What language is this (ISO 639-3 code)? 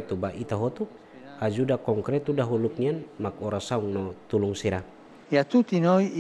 tet